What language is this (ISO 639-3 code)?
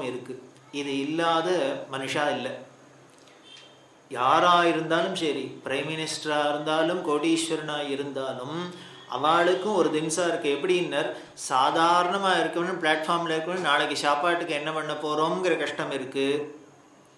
tam